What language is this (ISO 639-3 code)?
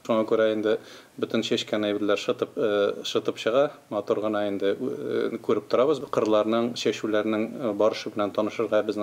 tat